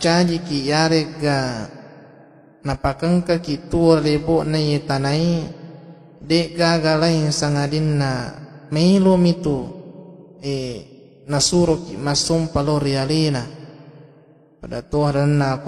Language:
Buginese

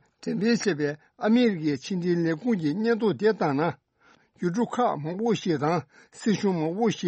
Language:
Tibetan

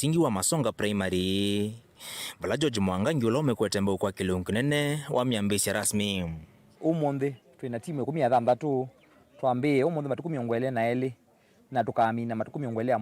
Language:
Kamba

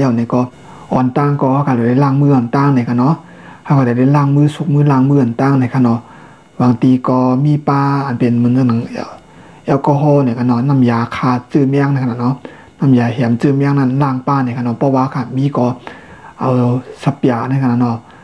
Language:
Shan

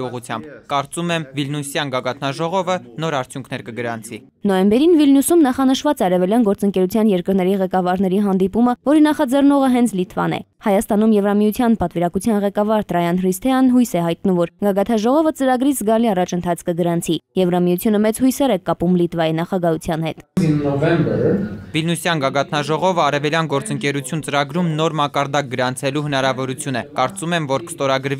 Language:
Armenian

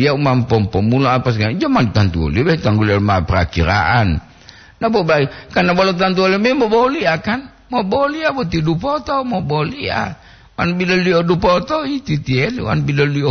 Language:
Gorontalo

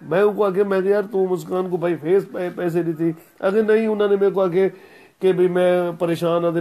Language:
Saraiki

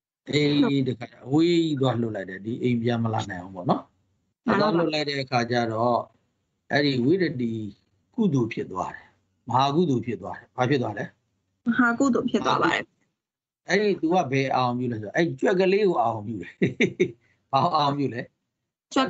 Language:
Burmese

